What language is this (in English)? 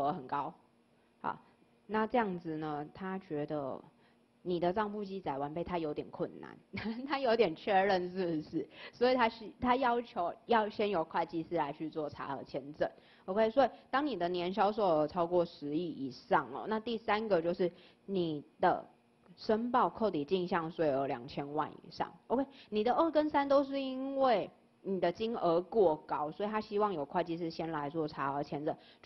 Chinese